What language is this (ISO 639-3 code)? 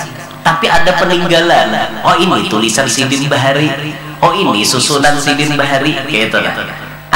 bjn